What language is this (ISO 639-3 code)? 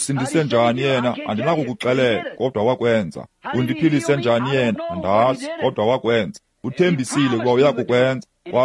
xho